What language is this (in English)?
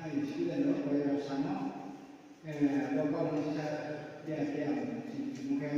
Riang (India)